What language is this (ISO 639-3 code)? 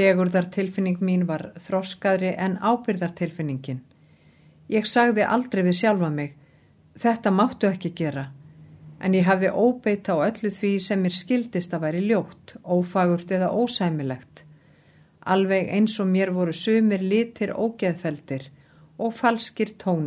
isl